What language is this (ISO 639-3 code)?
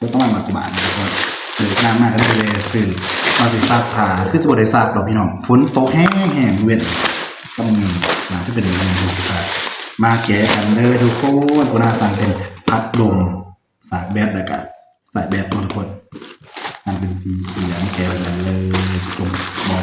tts